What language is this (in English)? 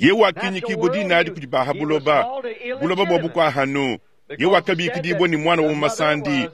Luba-Lulua